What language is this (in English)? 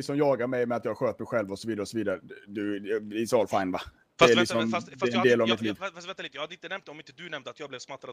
Swedish